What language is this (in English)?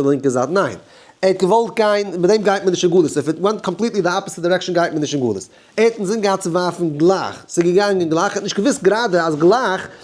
Yiddish